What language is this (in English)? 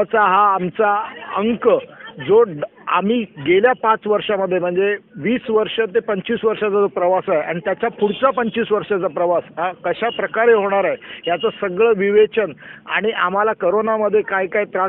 Marathi